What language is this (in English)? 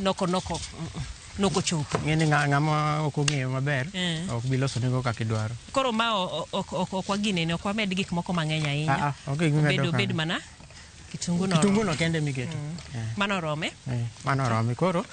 Luo (Kenya and Tanzania)